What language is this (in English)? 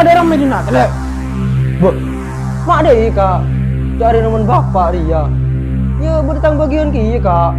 Madurese